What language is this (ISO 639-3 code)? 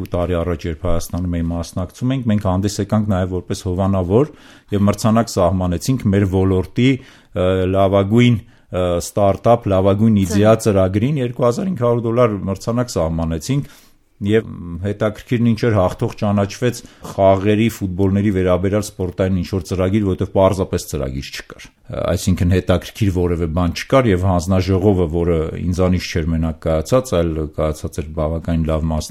hye